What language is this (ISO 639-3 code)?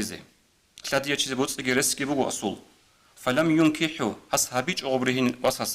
ava